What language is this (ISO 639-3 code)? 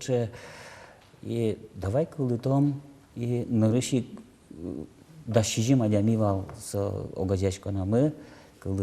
udm